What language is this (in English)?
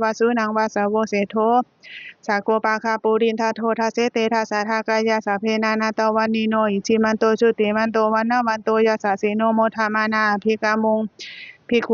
Pali